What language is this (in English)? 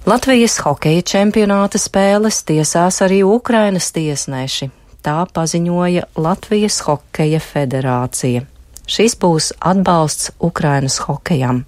Latvian